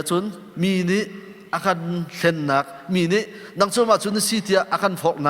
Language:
Hakha Chin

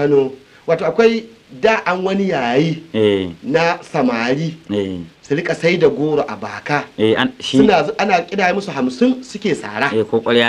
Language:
Hausa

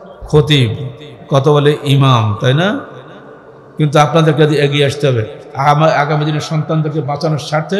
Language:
Bangla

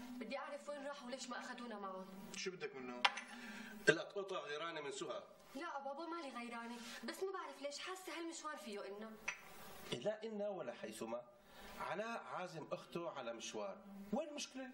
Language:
North Levantine Arabic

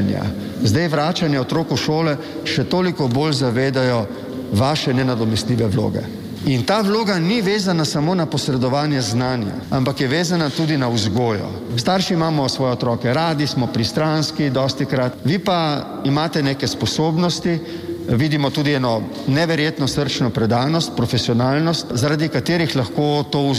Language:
Slovenian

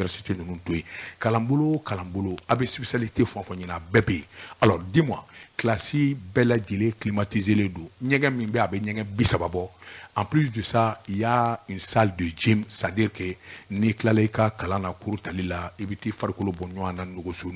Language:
Bambara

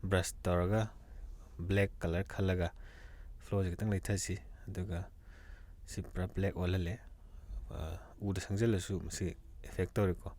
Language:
Manipuri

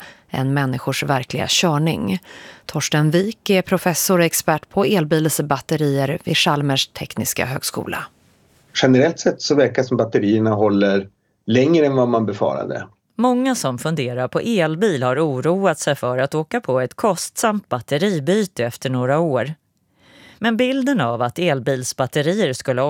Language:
Swedish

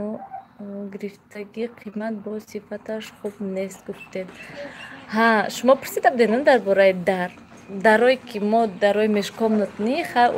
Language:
Tajik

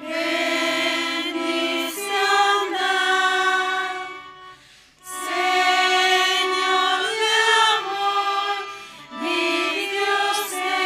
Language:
South Bolivian Quechua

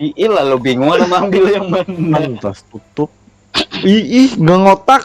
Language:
Banjar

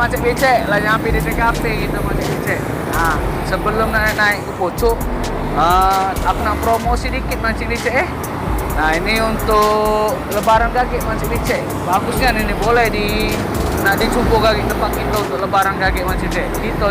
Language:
Musi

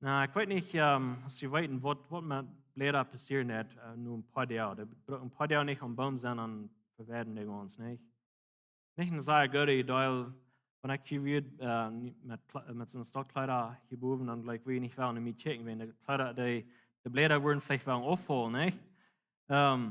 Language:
Plautdietsch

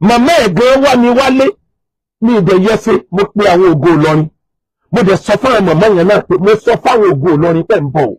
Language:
Yoruba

